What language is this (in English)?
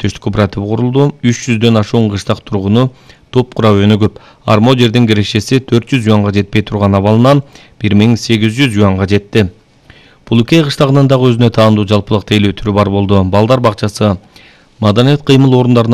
Kyrgyz